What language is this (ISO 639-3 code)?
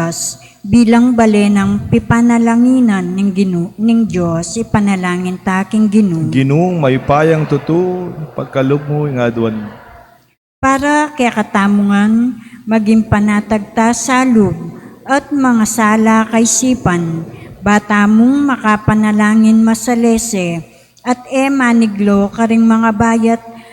pam